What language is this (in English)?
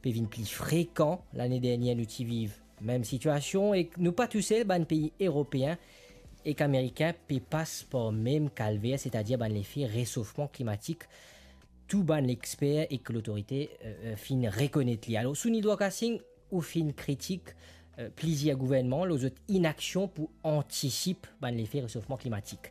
Morisyen